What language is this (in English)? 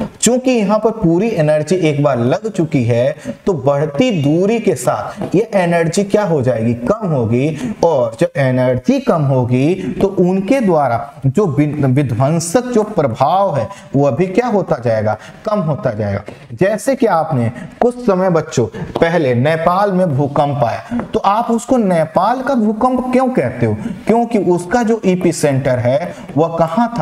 Hindi